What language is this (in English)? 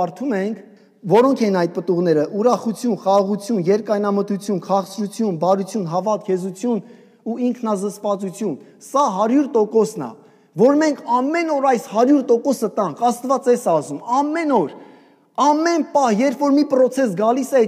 Armenian